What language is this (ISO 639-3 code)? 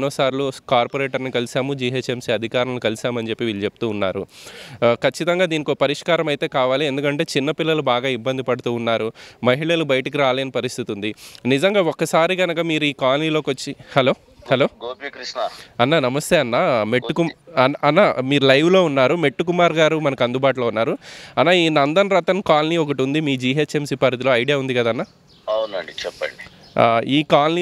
tel